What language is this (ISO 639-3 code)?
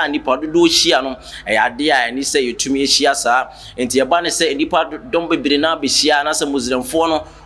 aka